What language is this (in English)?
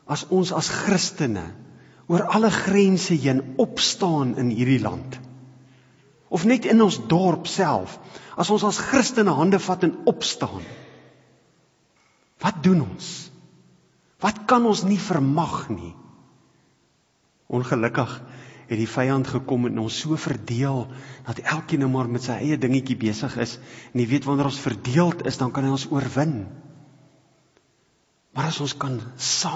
Afrikaans